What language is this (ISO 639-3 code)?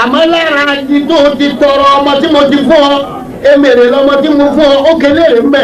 yor